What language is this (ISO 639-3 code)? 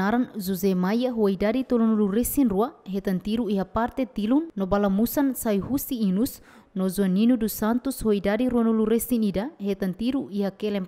tet